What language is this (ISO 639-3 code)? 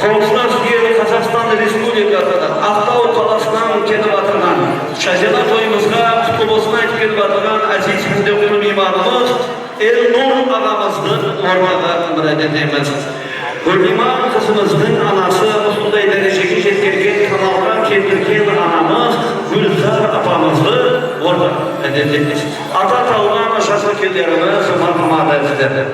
kaa